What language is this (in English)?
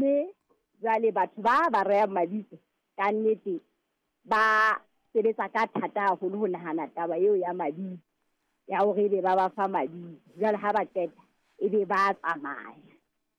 Southern Sotho